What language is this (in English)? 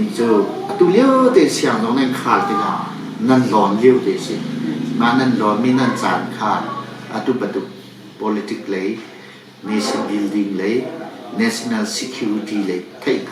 Hakha Chin